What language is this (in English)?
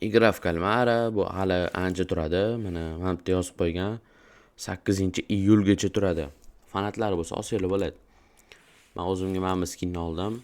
Uzbek